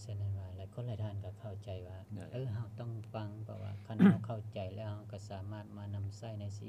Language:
Lao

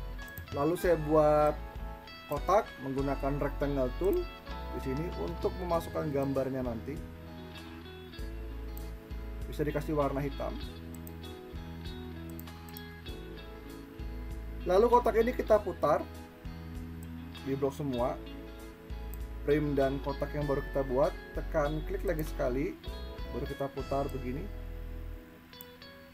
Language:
Indonesian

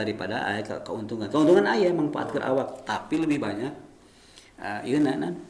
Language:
Sundanese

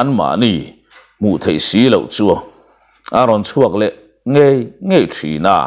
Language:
Mizo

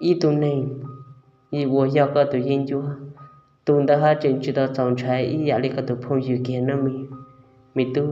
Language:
Hmong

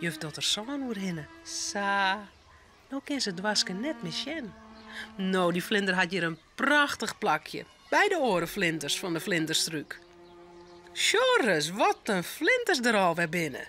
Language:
Western Frisian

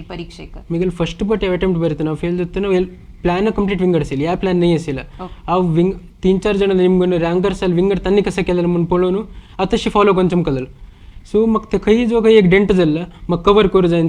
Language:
Konkani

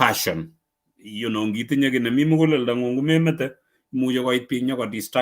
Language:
Kalenjin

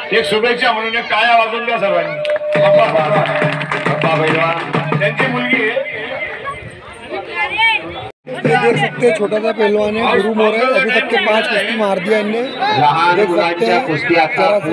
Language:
Marathi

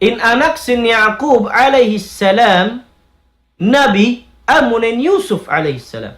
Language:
Tausug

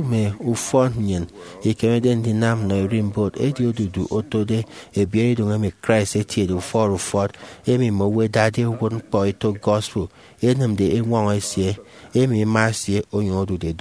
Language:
Efik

